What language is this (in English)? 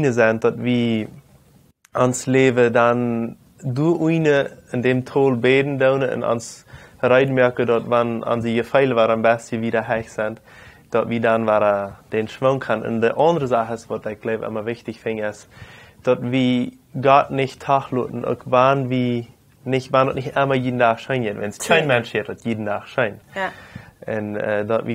Plautdietsch